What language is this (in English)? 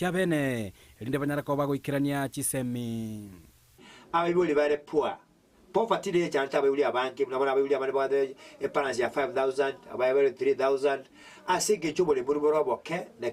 Gusii